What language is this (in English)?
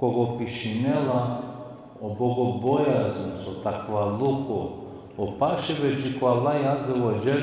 Balkan Romani